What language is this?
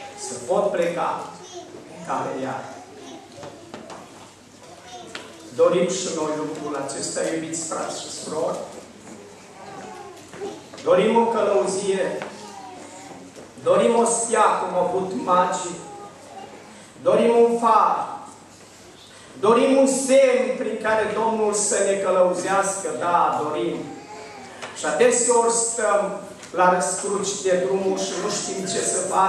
Romanian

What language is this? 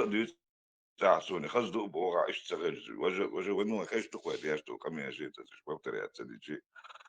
Chechen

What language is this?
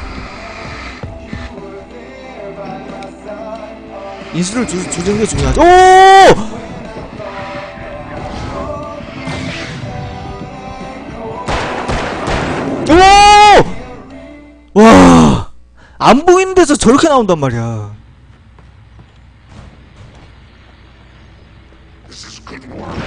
Korean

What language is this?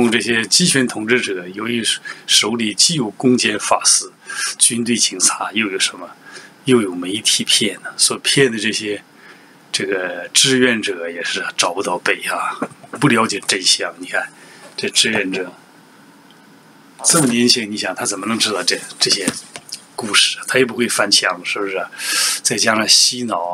Chinese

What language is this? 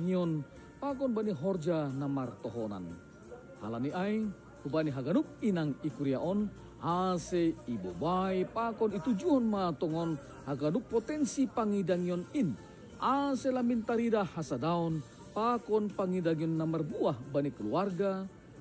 Batak Simalungun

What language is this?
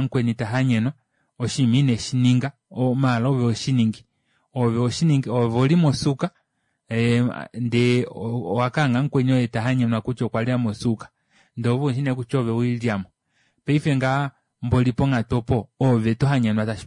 Kuanyama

